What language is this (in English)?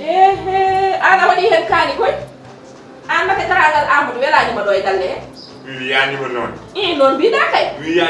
Fula